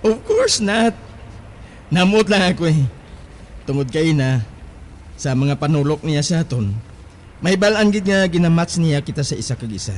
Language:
Hiligaynon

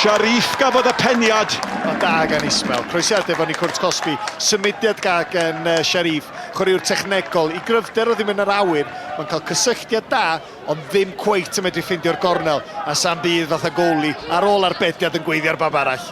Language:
Welsh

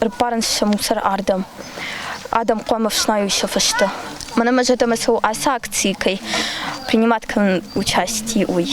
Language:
Ossetic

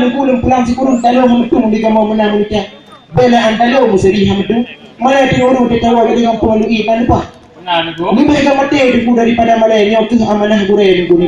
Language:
Achinese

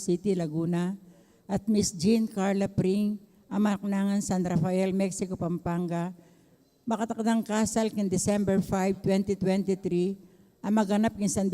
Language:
Pampanga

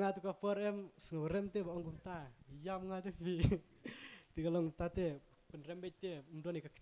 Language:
Khasi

